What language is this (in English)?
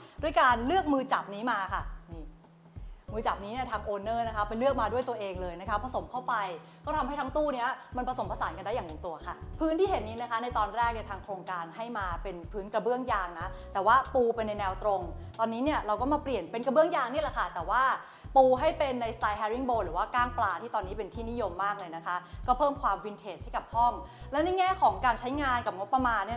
Thai